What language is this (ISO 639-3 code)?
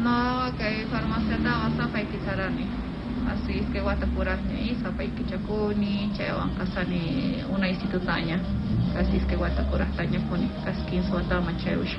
que